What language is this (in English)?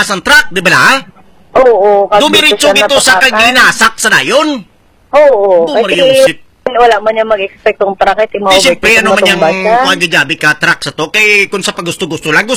Hiligaynon